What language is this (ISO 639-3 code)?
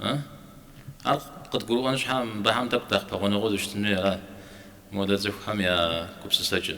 kbd